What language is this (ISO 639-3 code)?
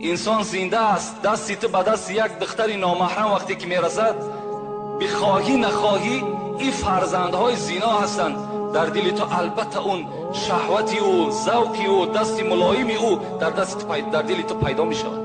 tgk